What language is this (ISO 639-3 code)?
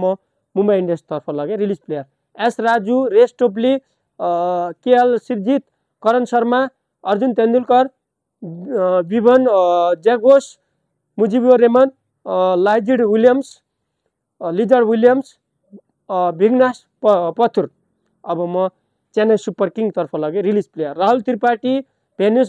nep